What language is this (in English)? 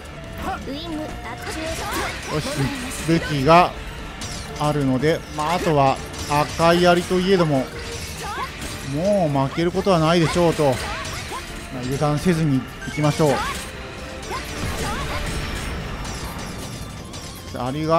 Japanese